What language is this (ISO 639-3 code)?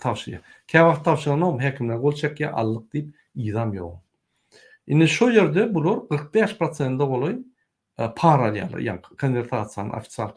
tuk